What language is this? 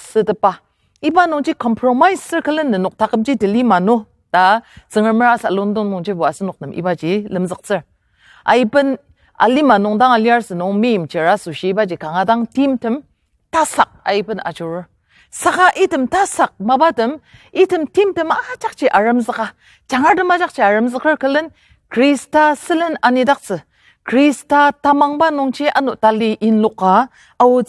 Ao Naga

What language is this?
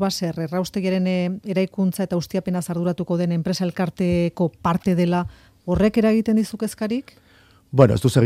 Basque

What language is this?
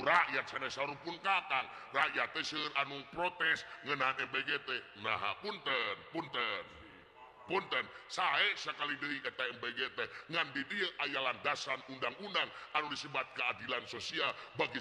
Sundanese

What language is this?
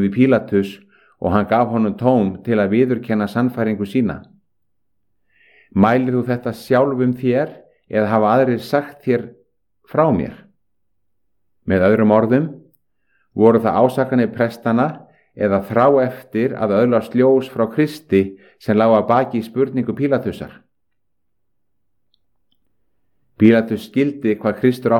Icelandic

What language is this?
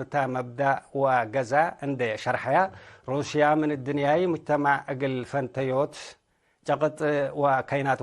Tigre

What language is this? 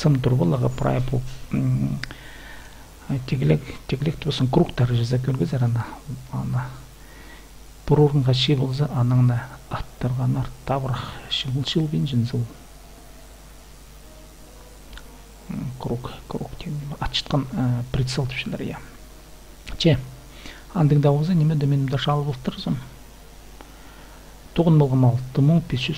Kazakh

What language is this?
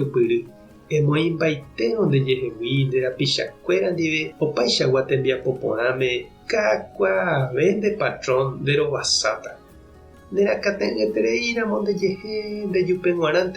Guarani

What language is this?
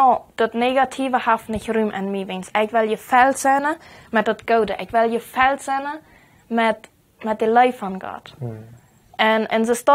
Plautdietsch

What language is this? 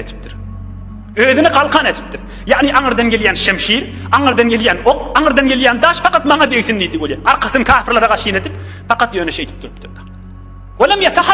Turkmen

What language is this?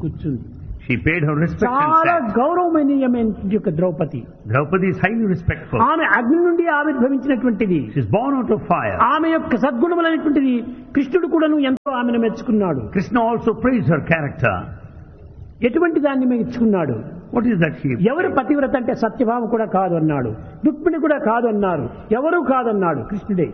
Telugu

